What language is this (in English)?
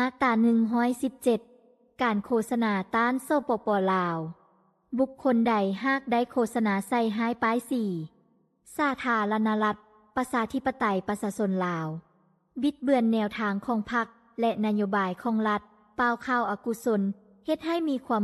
Lao